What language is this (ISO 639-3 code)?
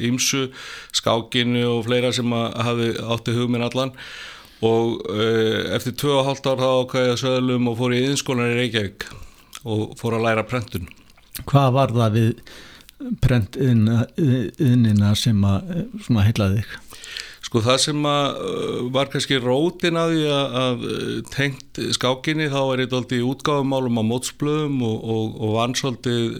isl